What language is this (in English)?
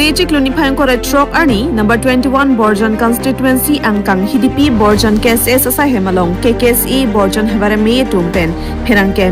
Karbi